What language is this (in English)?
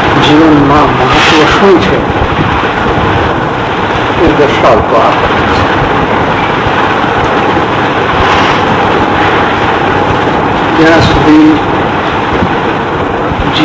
Gujarati